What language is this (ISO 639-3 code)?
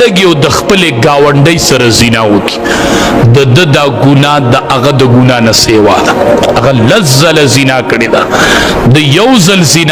pus